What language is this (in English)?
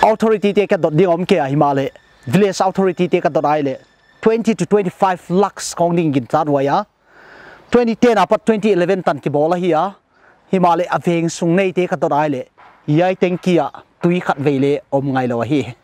Paite Chin